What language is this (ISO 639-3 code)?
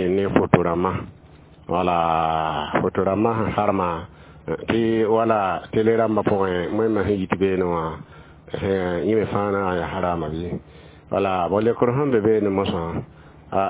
mos